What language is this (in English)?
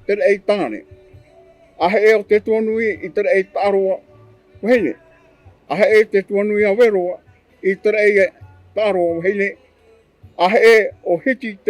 Tahitian